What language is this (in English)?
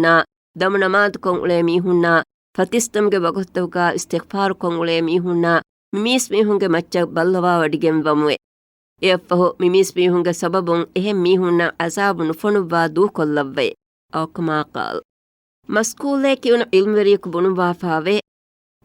Divehi